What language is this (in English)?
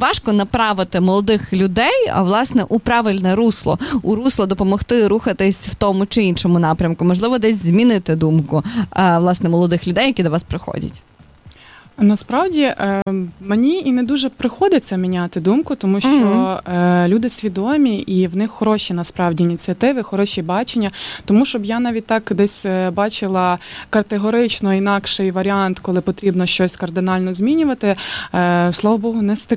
Ukrainian